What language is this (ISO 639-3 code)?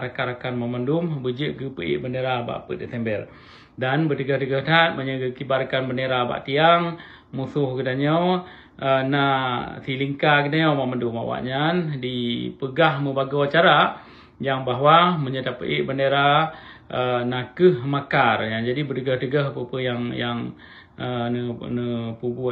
ace